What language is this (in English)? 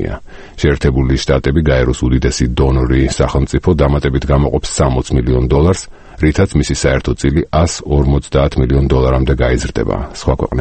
Georgian